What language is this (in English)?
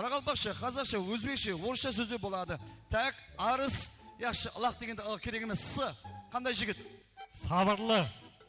Kara-Kalpak